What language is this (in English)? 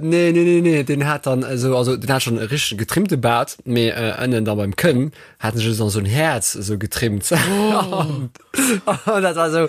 Luxembourgish